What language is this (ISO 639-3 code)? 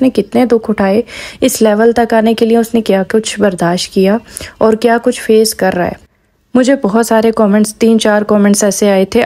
urd